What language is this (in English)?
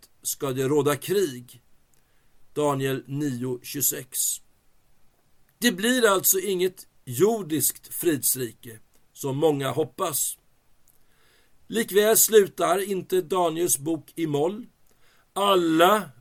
Swedish